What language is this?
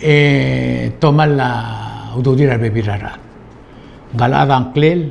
Palauan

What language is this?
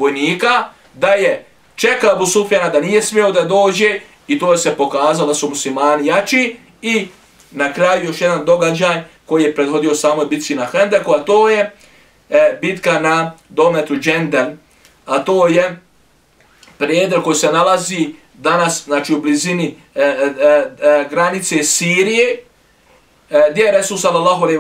Bosnian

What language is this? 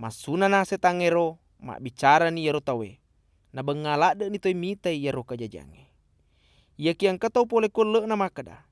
Buginese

